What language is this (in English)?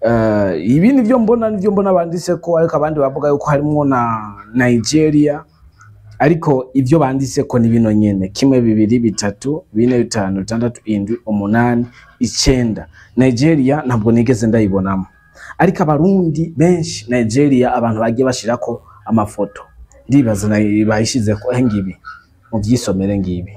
Rundi